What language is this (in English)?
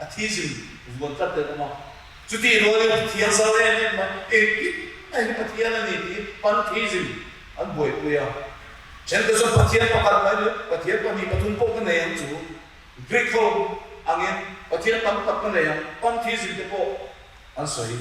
Mizo